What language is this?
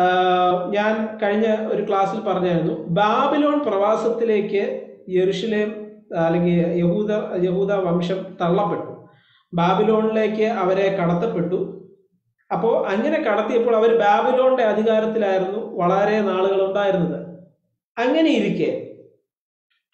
Malayalam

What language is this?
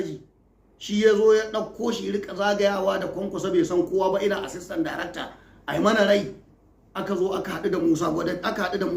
Hausa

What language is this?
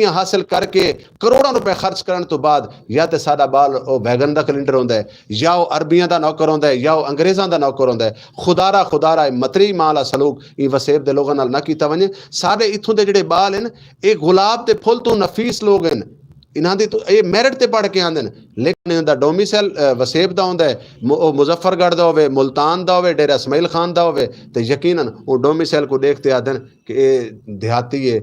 Saraiki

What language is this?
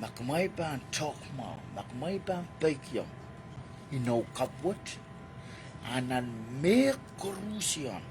Pohnpeian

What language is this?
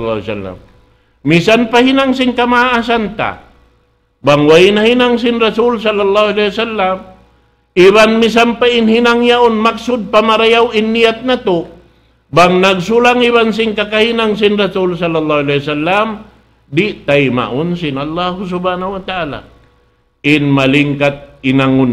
Tausug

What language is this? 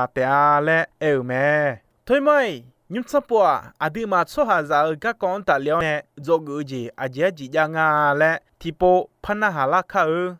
Akha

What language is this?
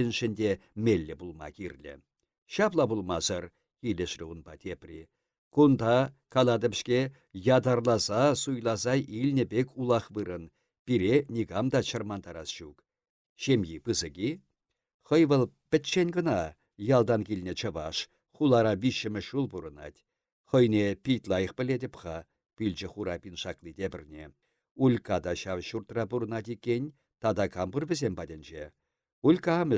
Chuvash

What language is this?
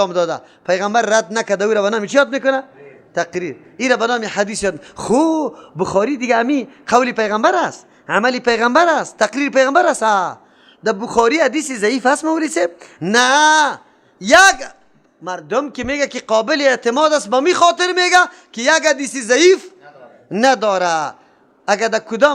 Persian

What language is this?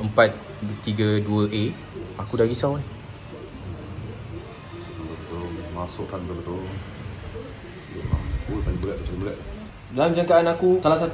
Malay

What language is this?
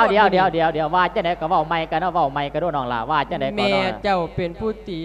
Lao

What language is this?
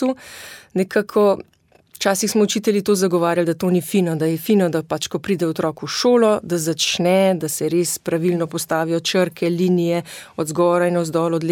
Slovenian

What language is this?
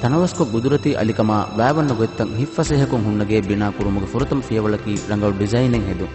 Divehi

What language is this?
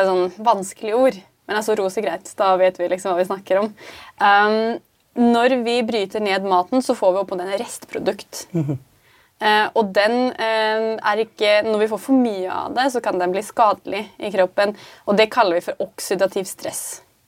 Norwegian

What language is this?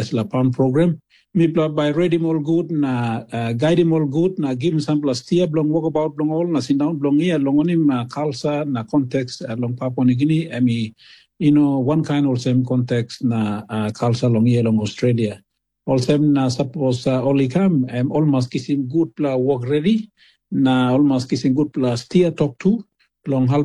Tok Pisin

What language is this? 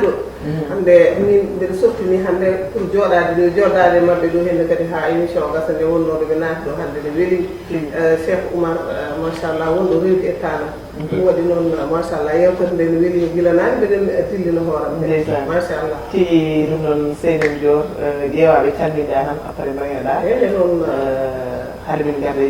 Fula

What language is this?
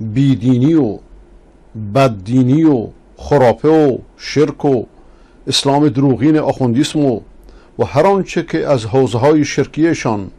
Persian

